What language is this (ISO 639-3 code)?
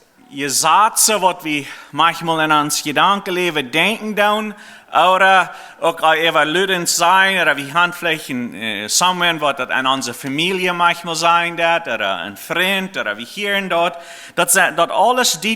pdt